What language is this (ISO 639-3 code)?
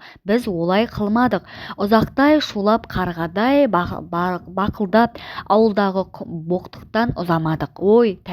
kaz